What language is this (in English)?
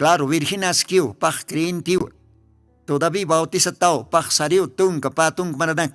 Aymara